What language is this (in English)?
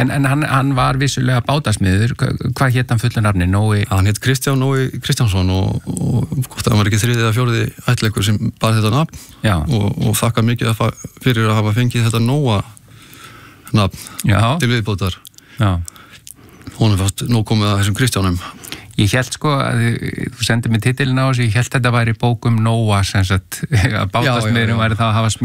Icelandic